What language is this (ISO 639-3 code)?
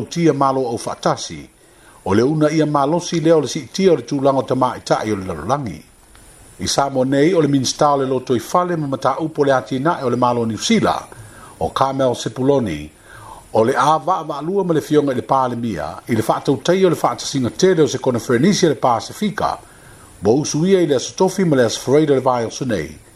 smo